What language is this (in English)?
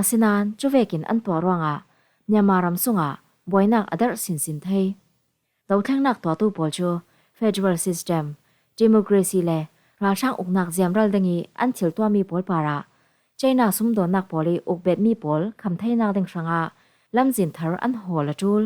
Falam Chin